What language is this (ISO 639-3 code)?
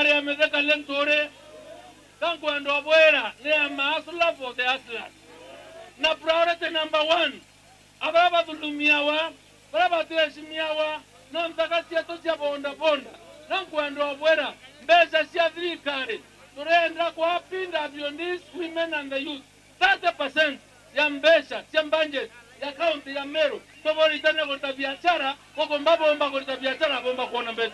mer